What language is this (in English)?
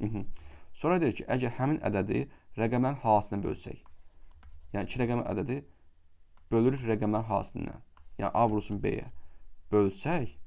Azerbaijani